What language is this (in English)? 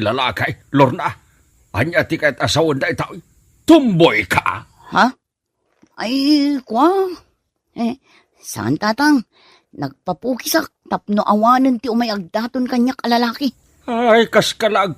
Iloko